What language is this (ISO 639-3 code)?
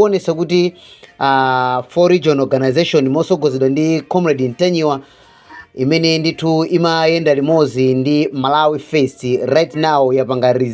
nya